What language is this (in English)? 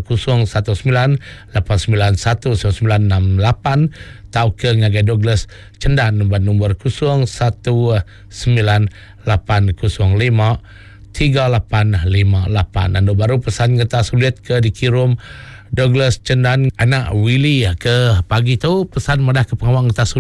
Iban